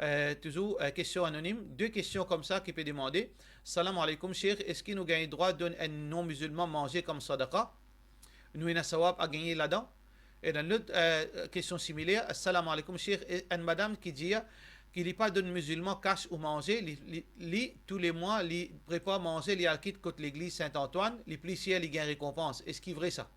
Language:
Morisyen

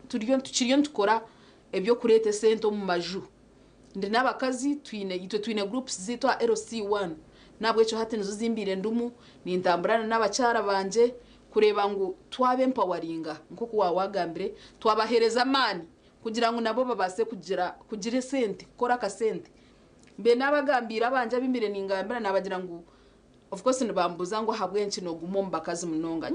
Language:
Nyankole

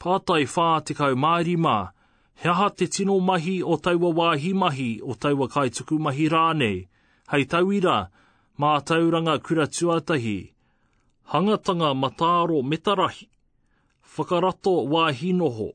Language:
Māori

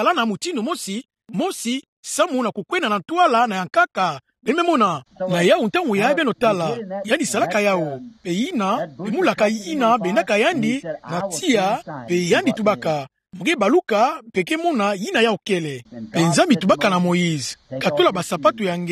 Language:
Kituba (Democratic Republic of Congo)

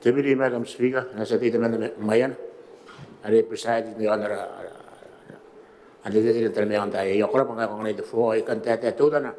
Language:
Gilbertese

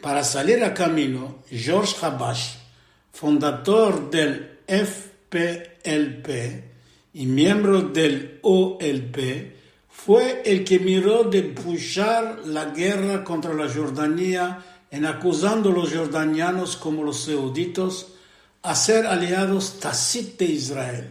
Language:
Ladino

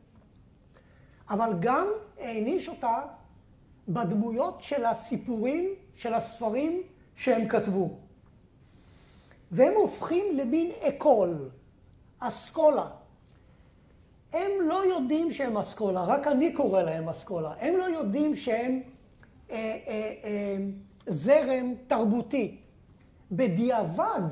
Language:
Hebrew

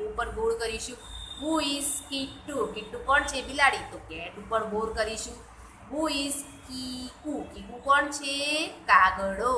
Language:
Gujarati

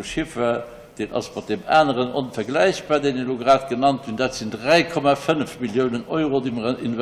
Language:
Luxembourgish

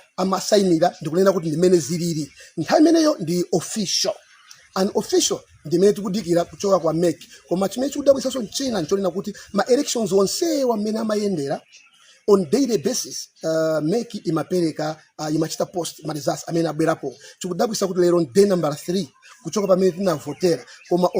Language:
Nyanja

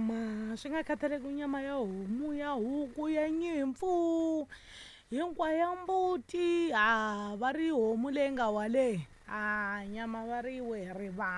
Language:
Tsonga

